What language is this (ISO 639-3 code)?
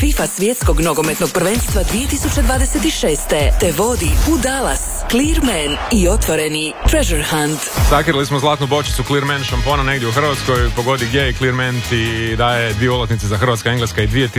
hrv